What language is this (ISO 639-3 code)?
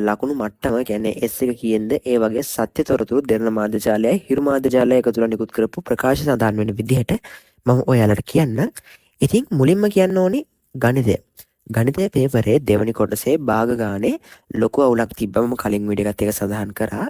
sin